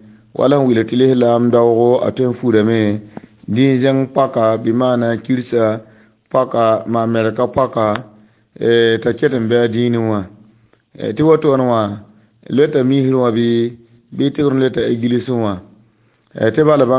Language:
Mossi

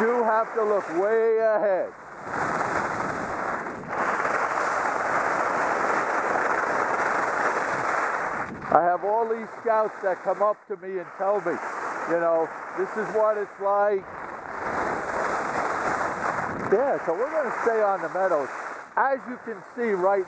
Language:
English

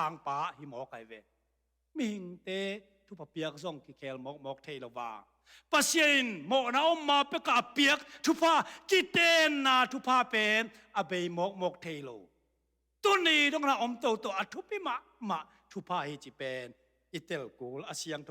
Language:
Tedim Chin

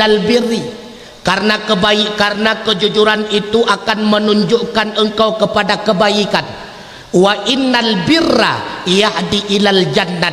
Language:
Achinese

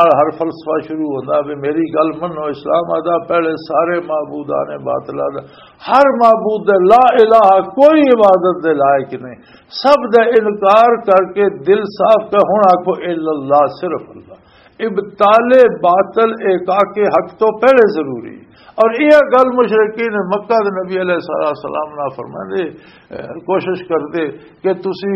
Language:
Western Panjabi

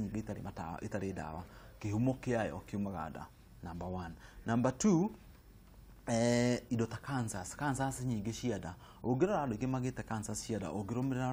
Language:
Kikuyu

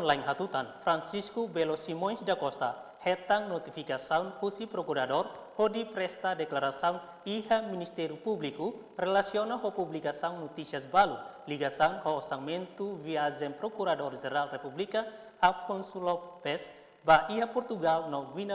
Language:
Tetum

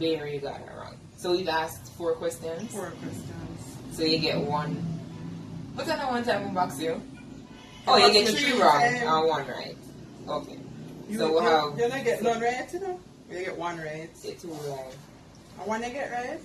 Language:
Jamaican Creole English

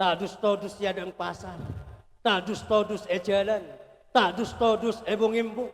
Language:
Madurese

